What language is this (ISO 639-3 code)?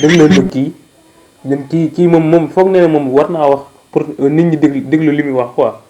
wol